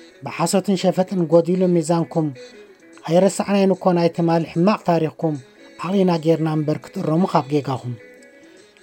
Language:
Tigrinya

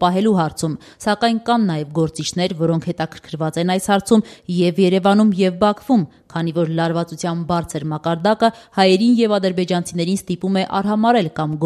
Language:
Armenian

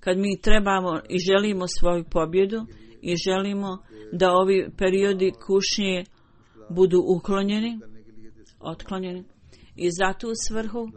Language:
Bosnian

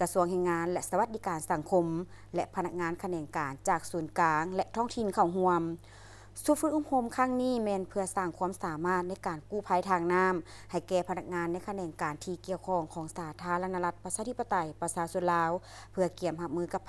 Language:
Lao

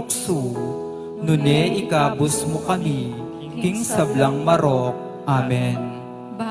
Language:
Pampanga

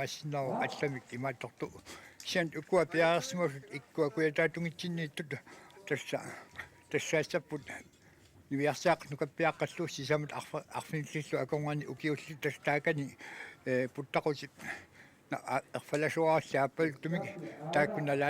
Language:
Kalaallisut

